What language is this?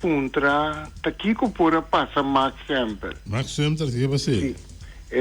Papiamento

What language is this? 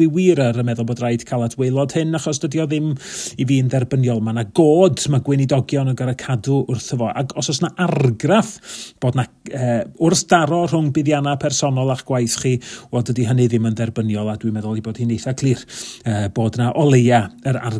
Welsh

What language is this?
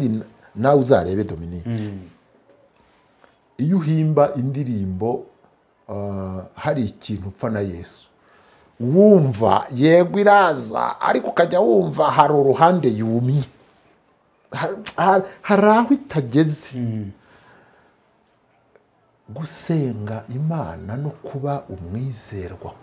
Kinyarwanda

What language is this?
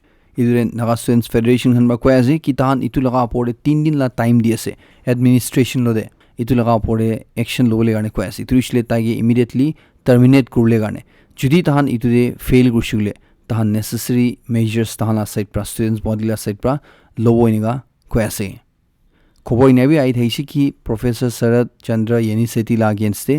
Naga Pidgin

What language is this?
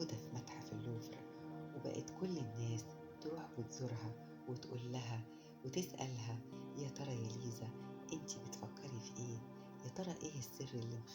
Egyptian Arabic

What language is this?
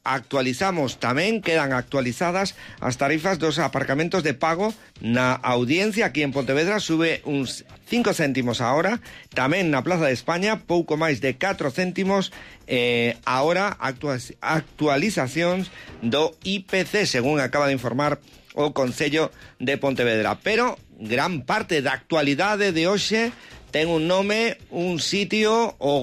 Galician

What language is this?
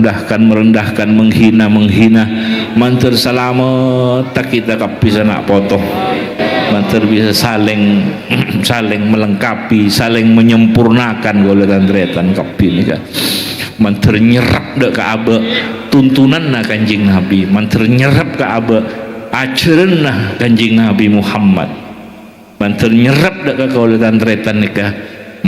Madurese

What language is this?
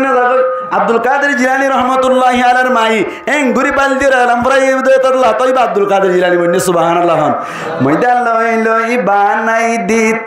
Rohingya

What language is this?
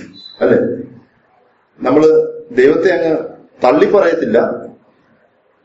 Malayalam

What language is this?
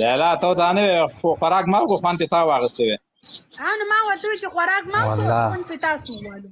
Pashto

